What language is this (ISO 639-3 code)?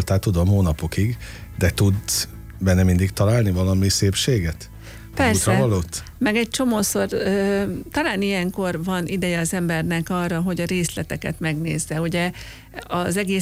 hun